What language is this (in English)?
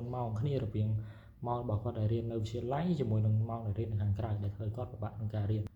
Khmer